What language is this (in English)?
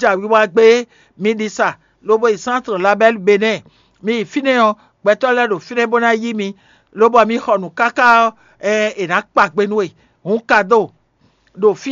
Fon